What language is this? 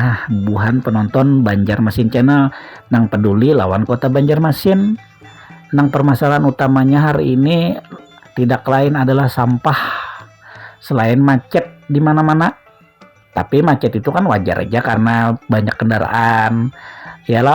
Banjar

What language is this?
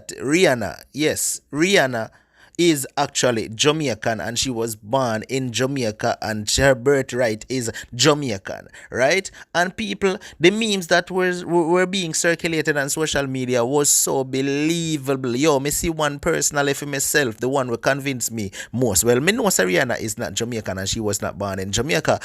Jamaican Creole English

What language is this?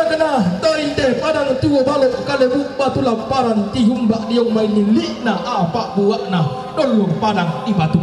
Toraja-Sa'dan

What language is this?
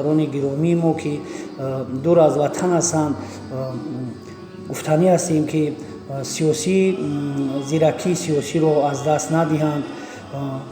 Tajik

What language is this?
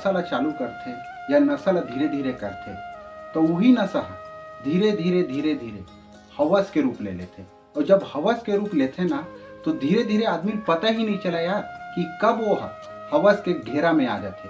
Chhattisgarhi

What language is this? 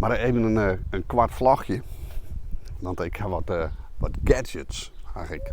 Western Frisian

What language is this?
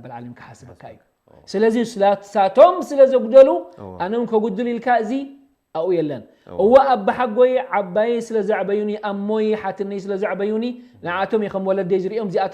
Tigrinya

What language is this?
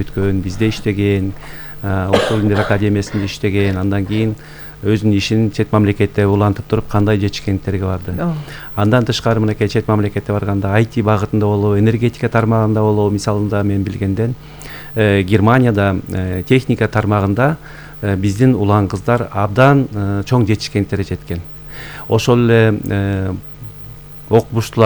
Kyrgyz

